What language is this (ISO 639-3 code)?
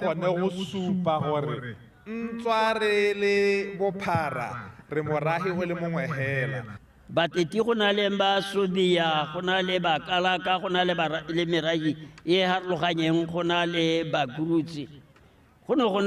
tsn